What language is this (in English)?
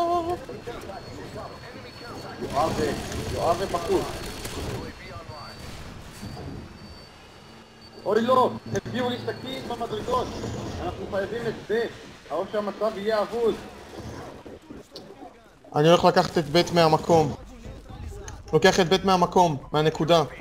Hebrew